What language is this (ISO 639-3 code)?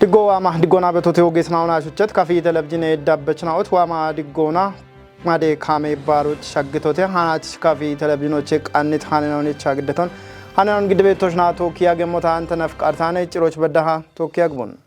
kbr